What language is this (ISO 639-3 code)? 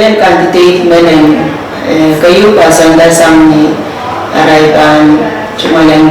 pon